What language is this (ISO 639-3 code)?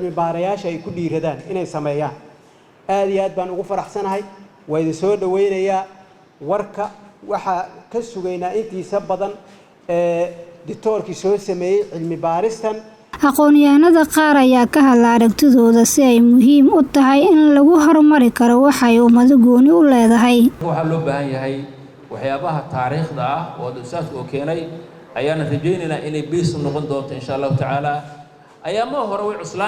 som